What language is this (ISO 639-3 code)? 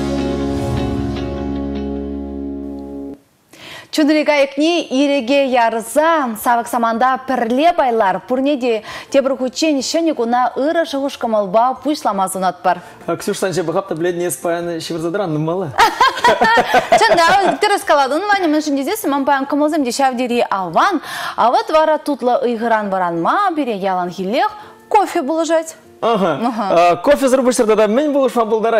chv